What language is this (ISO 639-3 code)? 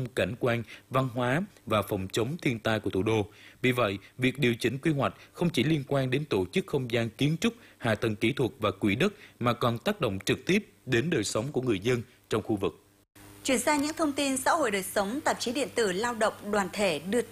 vie